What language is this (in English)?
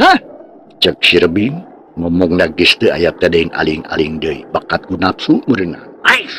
Sundanese